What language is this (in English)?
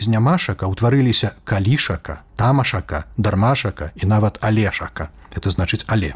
Belarusian